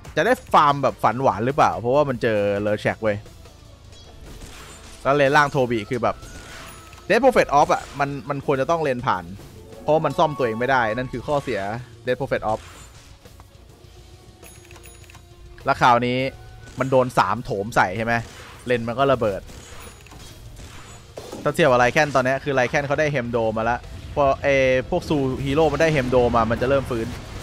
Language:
Thai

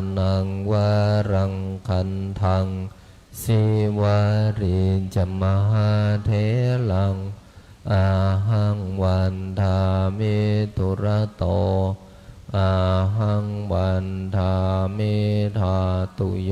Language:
Pali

